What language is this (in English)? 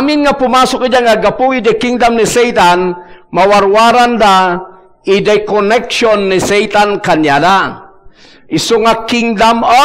Iloko